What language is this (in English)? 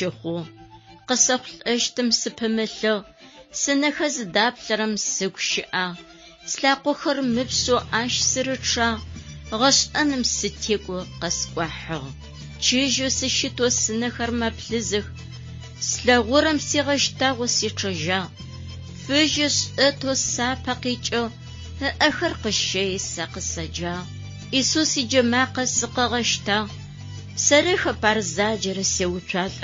Adyghe